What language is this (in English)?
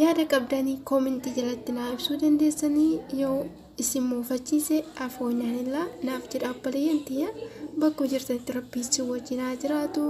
Oromo